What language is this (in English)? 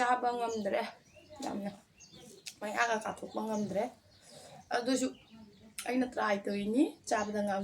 Manipuri